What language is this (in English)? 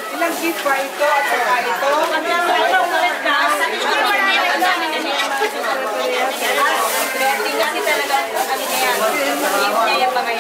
Filipino